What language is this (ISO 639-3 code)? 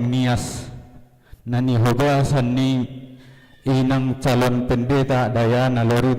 bbc